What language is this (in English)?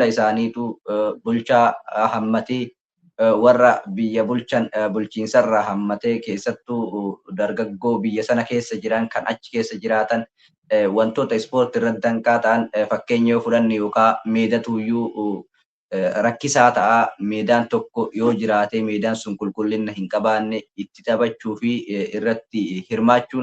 Oromo